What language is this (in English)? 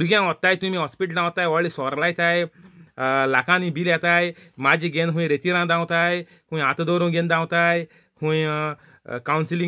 Konkani